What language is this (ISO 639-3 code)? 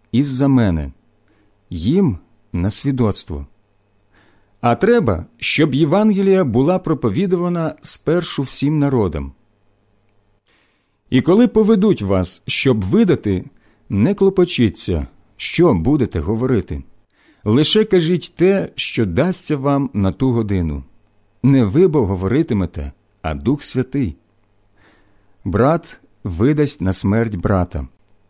ukr